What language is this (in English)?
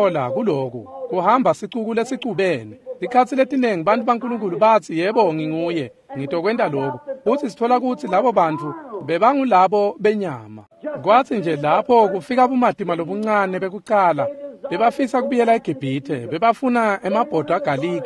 Swati